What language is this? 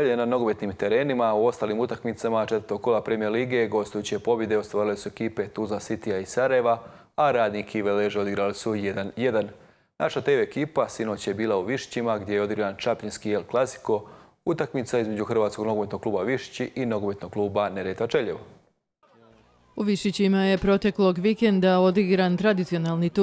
Croatian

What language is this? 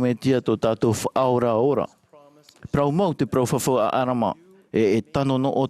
Tahitian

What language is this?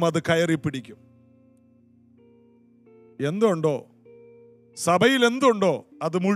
Malayalam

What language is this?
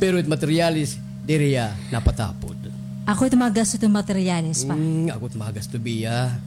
Waray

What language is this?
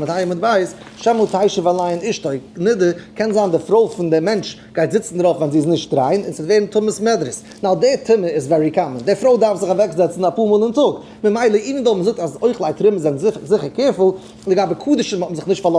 Yiddish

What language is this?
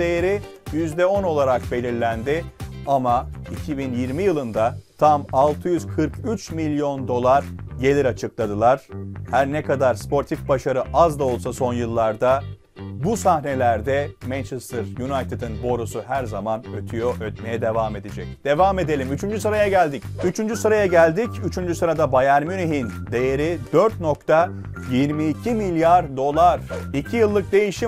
Turkish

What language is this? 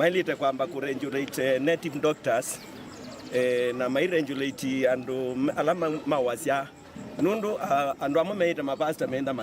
Kamba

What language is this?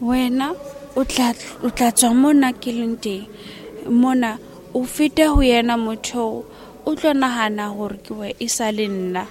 Southern Sotho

